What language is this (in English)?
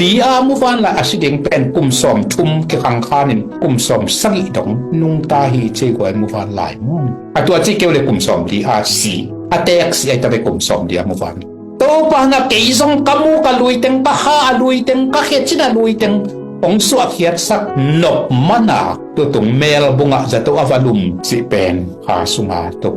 Tedim Chin